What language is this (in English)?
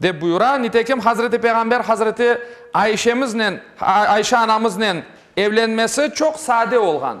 Crimean Tatar